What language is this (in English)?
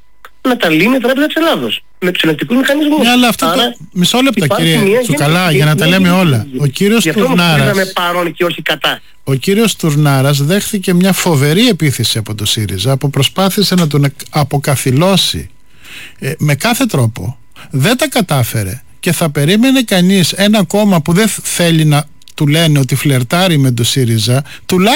Greek